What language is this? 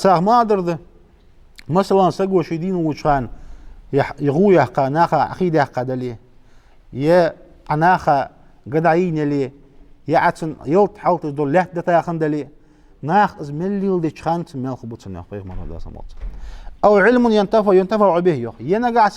Ingush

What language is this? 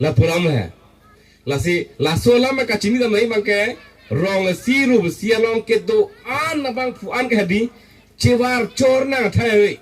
Karbi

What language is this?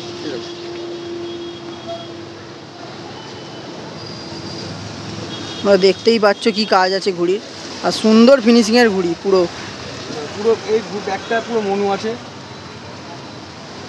Bangla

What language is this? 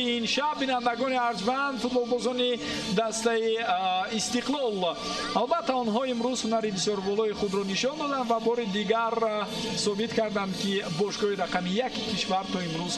Tajik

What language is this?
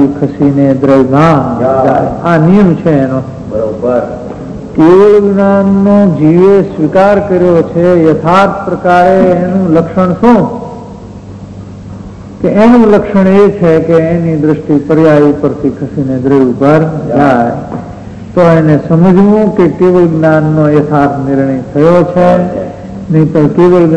Gujarati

